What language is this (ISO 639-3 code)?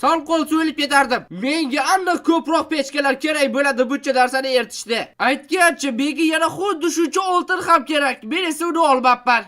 uzb